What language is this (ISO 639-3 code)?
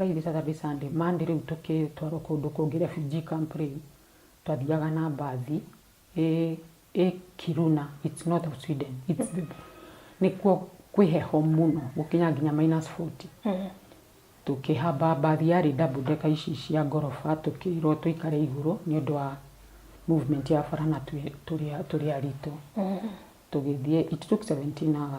kik